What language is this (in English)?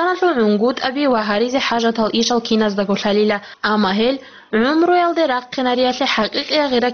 Avaric